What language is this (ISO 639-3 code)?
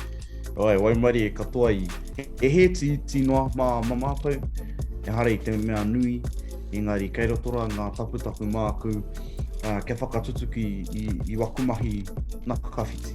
mri